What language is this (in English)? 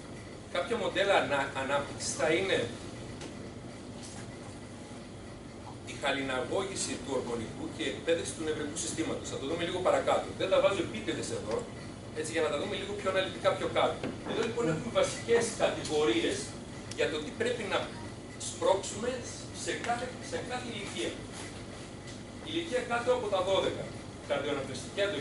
Greek